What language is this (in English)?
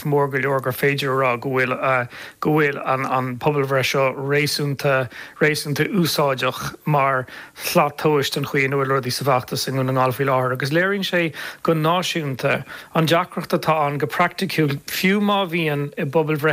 Irish